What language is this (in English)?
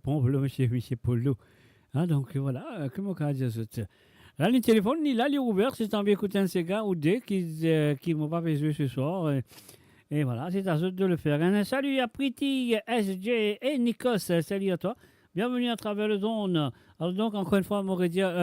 Morisyen